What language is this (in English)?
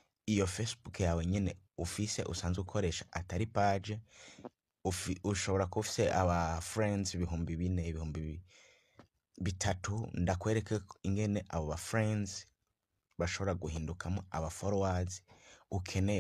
Rundi